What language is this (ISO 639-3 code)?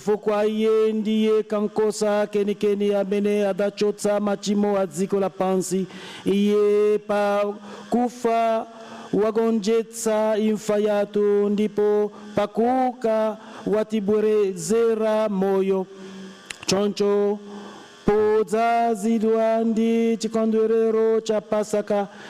nya